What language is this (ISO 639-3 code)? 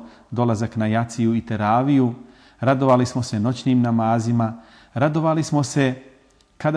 bos